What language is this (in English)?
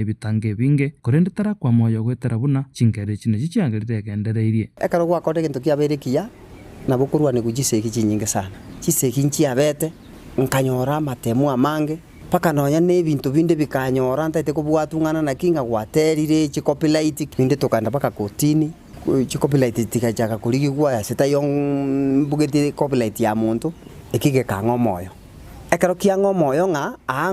Gusii